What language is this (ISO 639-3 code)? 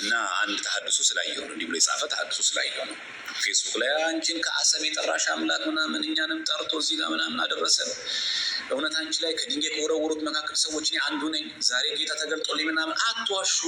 amh